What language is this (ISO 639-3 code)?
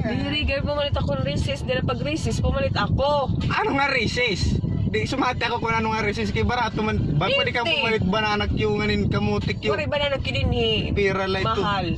war